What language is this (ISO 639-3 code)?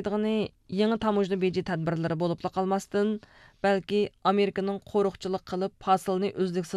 uig